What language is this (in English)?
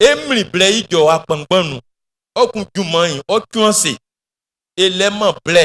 Baoulé